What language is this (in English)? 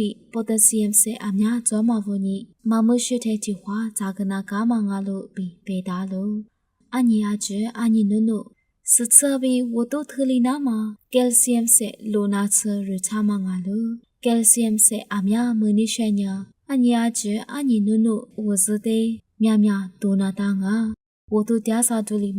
Lisu